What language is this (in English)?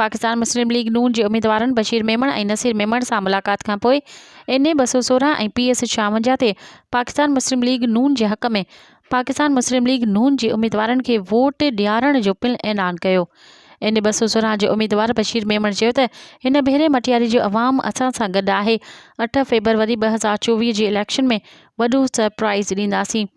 Sindhi